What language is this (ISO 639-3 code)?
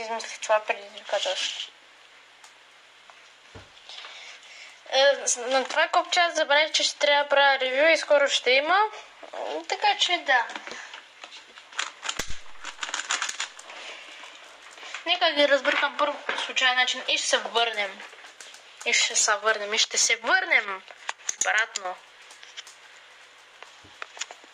bul